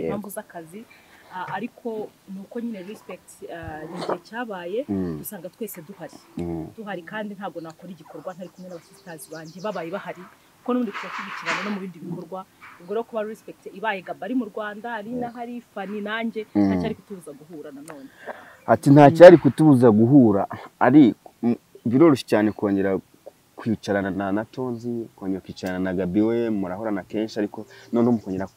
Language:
Kinyarwanda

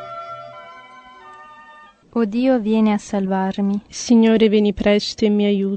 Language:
Italian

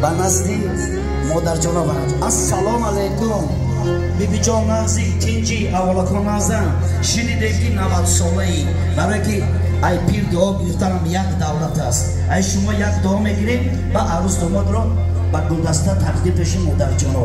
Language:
Tajik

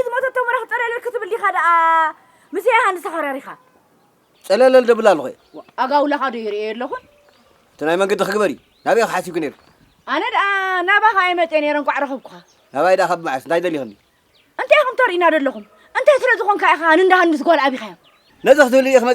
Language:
Tigrinya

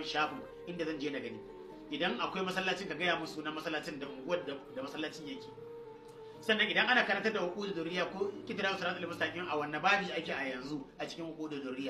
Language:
Hausa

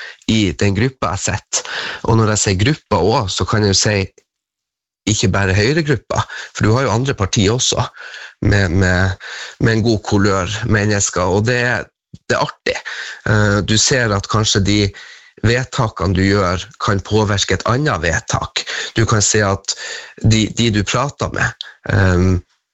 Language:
Norwegian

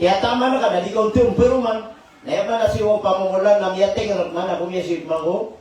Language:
Maranao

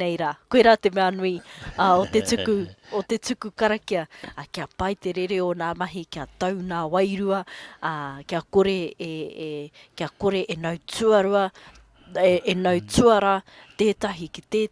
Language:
Māori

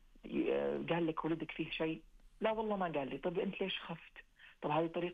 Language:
Najdi Arabic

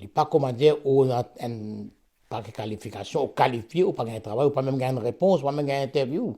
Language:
Morisyen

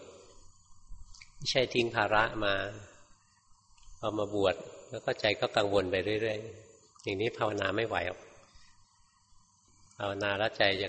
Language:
Thai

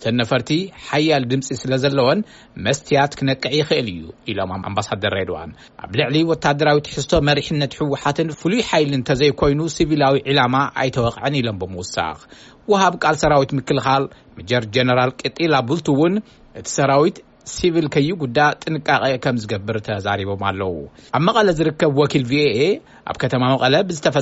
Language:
Tigrinya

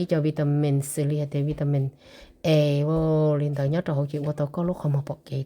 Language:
Hmong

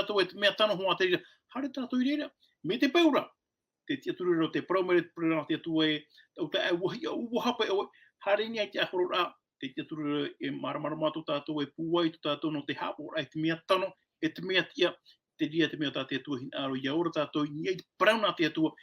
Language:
Tahitian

